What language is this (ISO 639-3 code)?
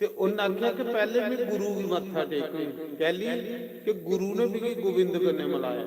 doi